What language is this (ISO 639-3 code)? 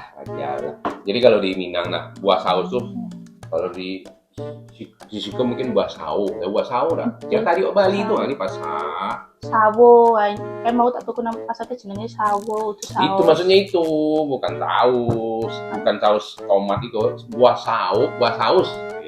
min